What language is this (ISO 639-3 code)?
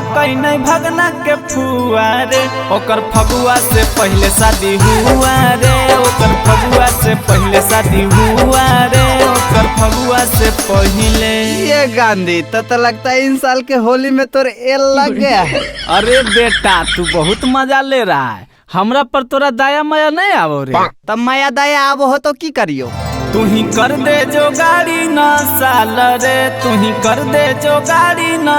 mag